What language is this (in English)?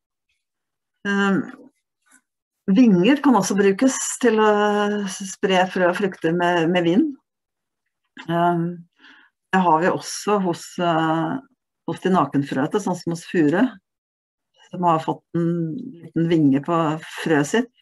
Norwegian